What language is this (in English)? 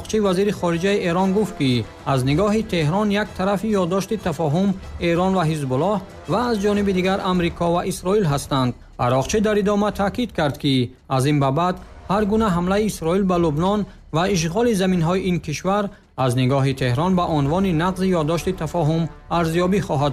Tajik